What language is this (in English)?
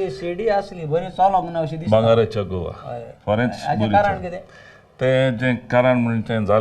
Konkani